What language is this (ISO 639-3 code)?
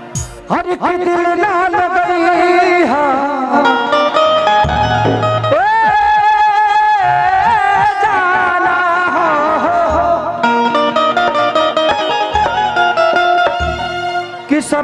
bho